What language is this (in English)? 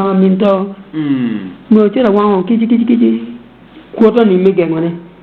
Acoli